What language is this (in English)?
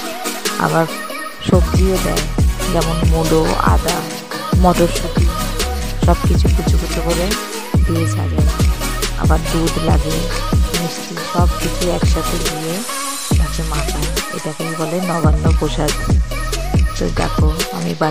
Bangla